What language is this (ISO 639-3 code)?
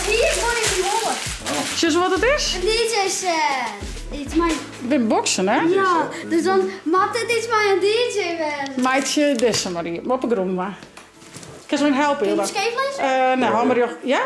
fry